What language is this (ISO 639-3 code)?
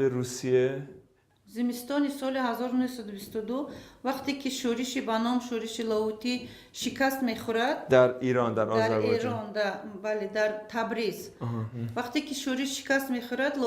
fas